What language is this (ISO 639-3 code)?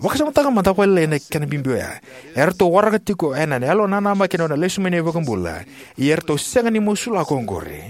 fij